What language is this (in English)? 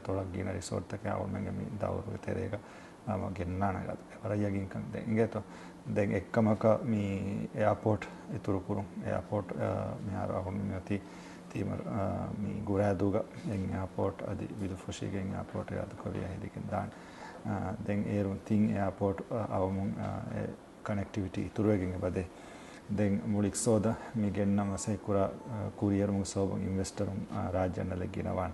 Divehi